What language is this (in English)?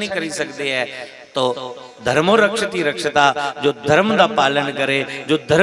Dogri